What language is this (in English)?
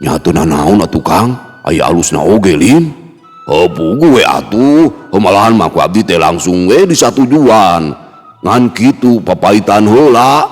Sundanese